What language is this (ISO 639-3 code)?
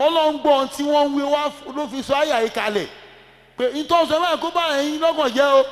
yor